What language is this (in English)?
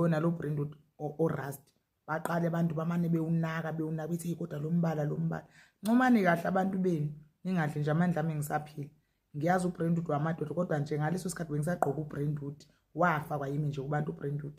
Zulu